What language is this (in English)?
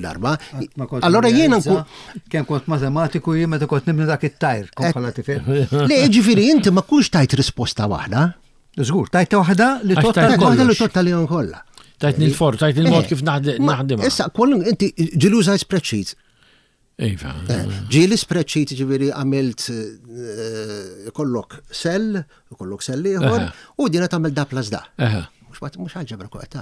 Maltese